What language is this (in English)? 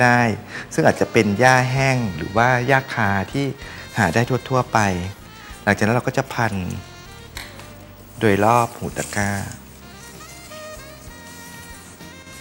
Thai